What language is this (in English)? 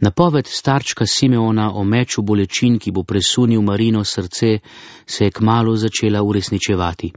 Slovenian